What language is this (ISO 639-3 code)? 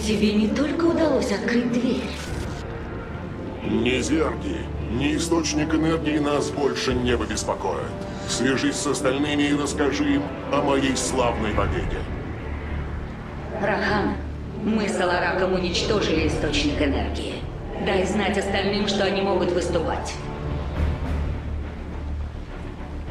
rus